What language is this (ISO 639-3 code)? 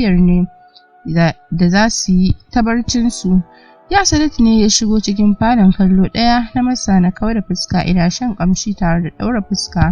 hau